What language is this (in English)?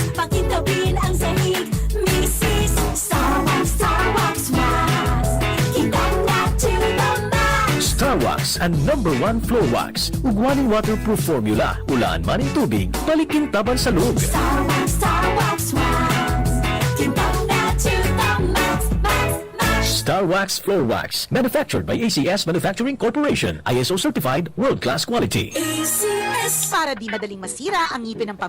Bikol